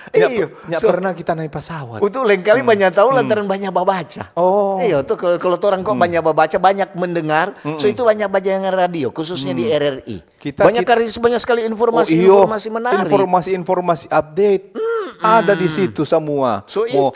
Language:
Manado Malay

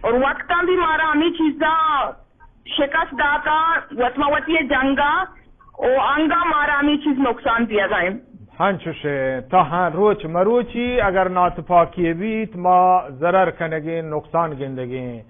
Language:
Eastern Balochi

